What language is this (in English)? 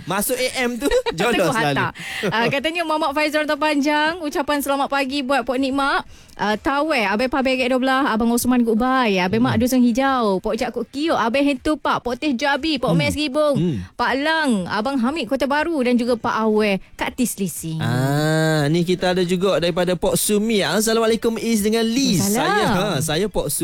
Malay